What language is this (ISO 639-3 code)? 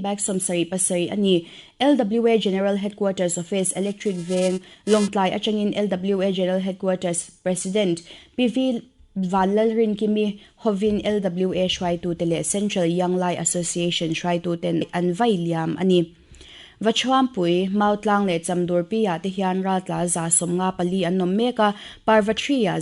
lus